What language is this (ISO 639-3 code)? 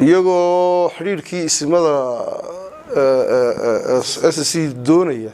som